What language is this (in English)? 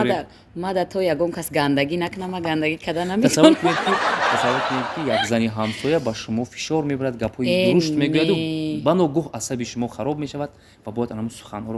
Tajik